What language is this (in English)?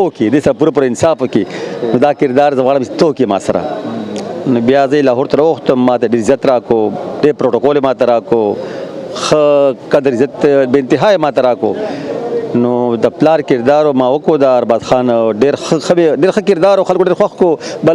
Pashto